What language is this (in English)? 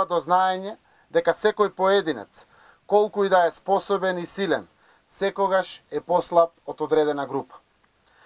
Macedonian